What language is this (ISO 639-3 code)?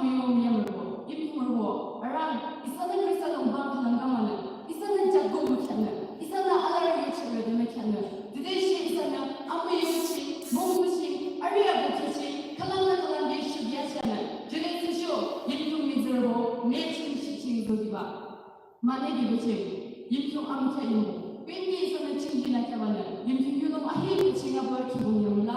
yim